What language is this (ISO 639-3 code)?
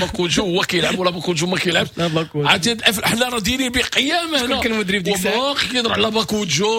ary